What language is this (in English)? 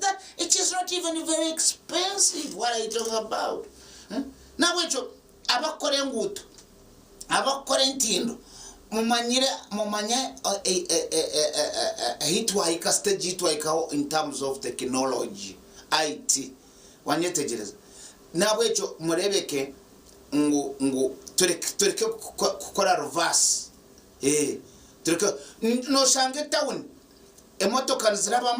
Nyankole